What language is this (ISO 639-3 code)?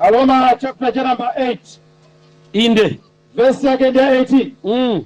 nya